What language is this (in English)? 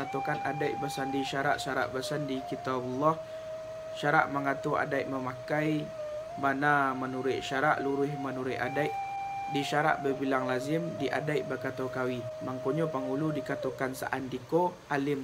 Minangkabau